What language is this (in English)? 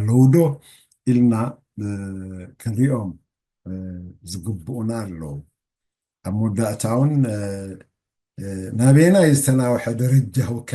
Tigrinya